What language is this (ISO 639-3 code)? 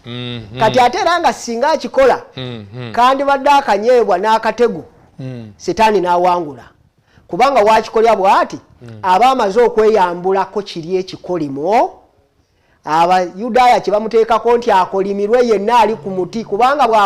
lug